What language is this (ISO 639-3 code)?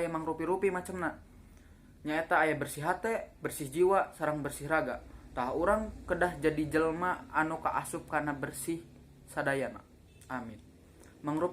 sun